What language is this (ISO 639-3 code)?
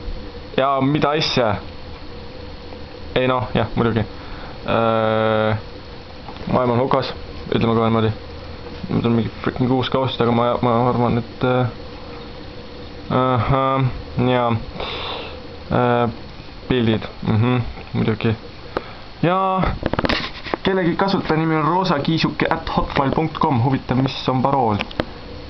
est